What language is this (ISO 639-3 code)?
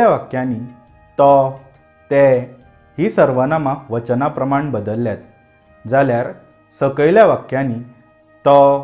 kok